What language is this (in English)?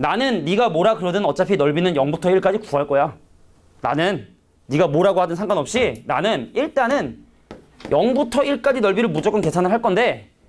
Korean